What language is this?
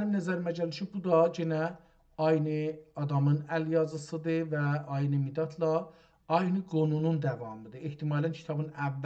South Azerbaijani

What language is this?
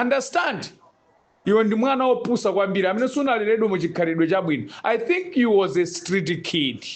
Nyanja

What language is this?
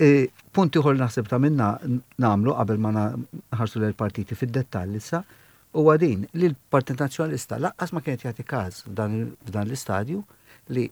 Maltese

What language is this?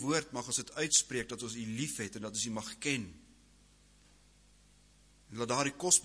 Afrikaans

